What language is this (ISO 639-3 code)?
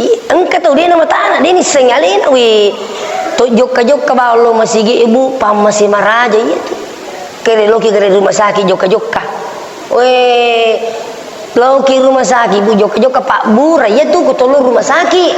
bug